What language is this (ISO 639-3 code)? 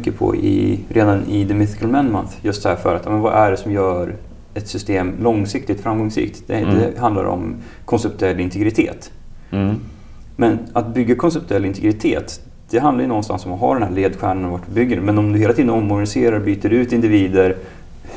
swe